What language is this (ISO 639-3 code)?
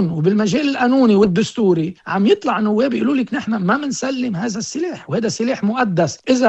apc